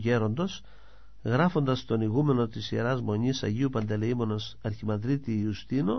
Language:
Greek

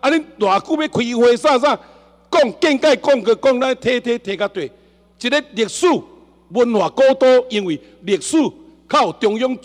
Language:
Chinese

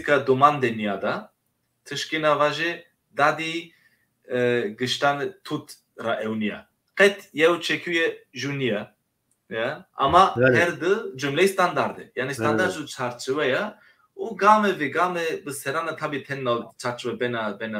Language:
Zaza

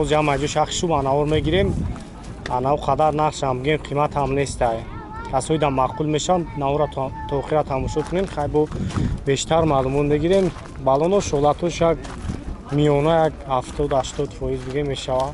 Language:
Tajik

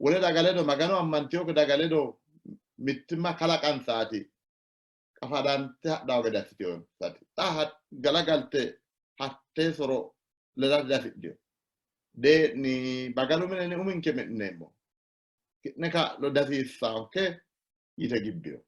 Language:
Sidamo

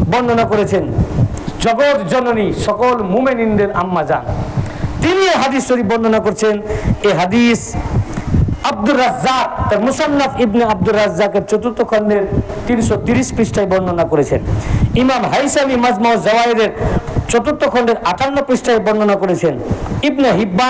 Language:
Bangla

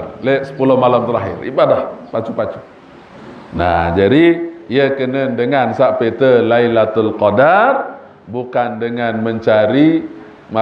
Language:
Sasak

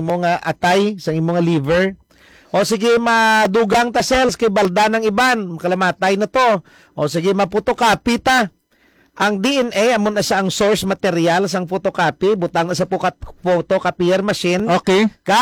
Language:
Hiligaynon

